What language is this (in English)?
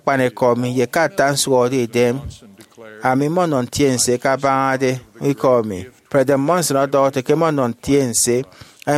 Efik